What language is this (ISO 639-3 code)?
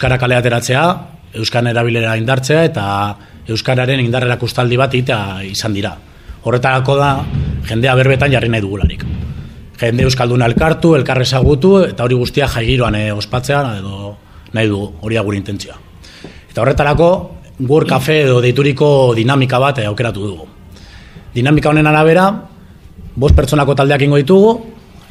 eus